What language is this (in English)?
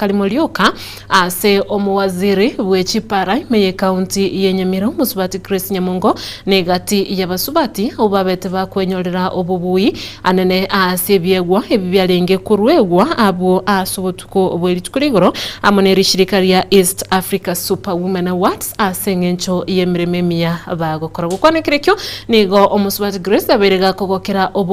Gusii